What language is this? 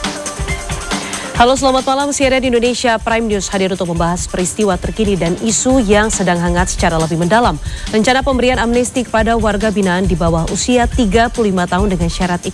Indonesian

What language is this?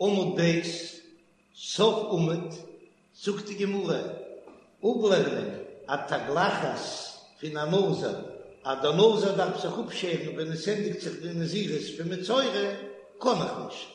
Yiddish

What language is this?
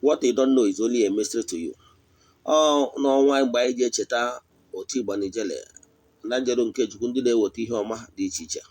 Igbo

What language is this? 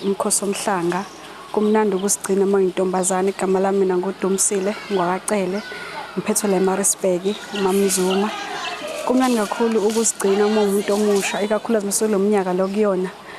Zulu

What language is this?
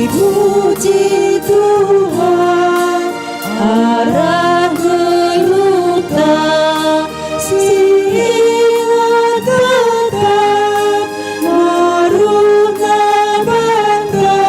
Batak Karo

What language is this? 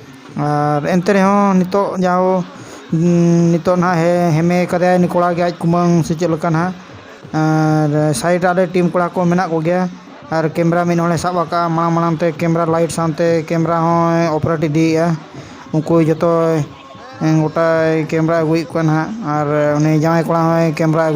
Santali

